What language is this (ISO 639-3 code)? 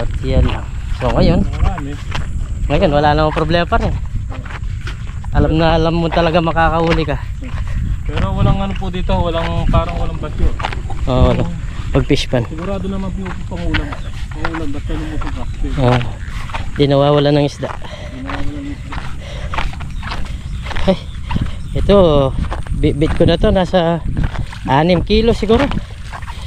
fil